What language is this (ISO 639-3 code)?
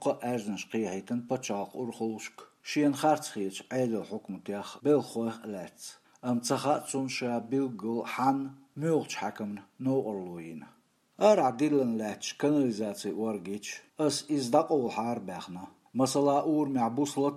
che